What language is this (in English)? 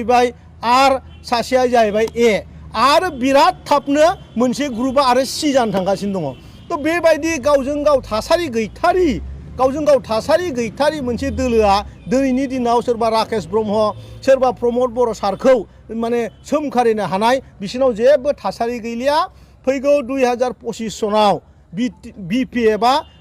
Bodo